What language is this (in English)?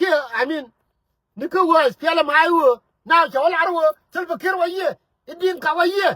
Nuer